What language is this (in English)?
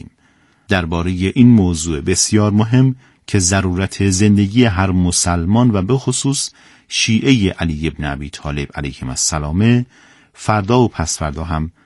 Persian